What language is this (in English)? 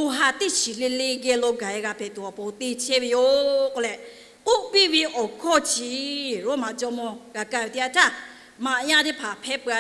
Lahu